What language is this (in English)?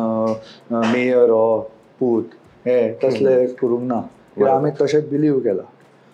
Konkani